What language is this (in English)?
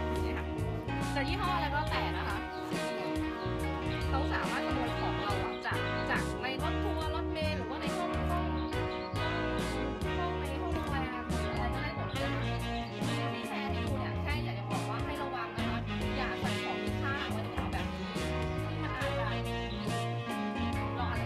Thai